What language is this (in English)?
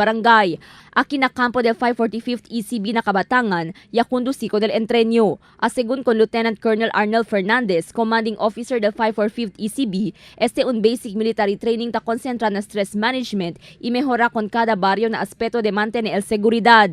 Chavacano